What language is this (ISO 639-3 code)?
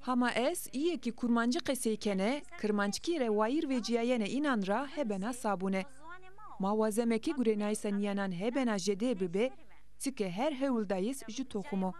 zza